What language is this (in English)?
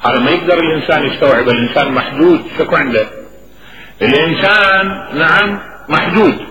Mesopotamian Arabic